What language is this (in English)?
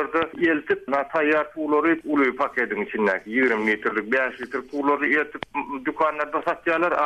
Turkmen